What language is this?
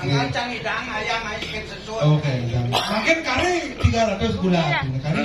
Balinese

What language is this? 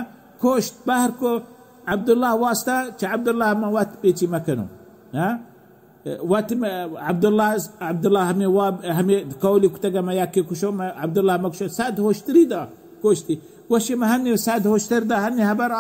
Baluchi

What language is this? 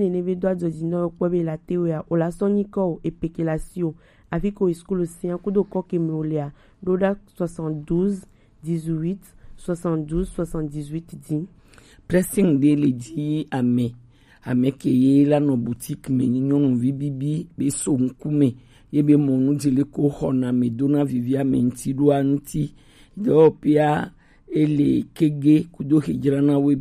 Gen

